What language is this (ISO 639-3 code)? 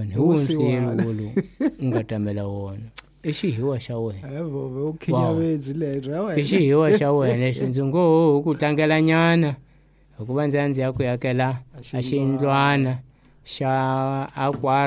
tso